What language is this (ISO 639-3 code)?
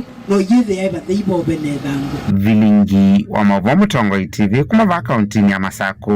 kam